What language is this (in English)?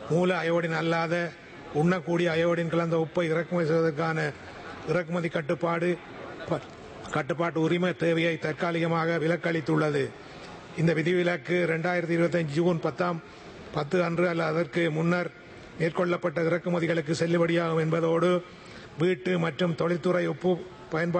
Tamil